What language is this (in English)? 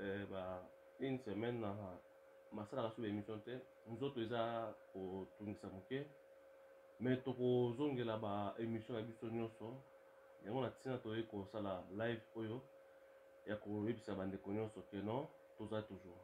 Lingala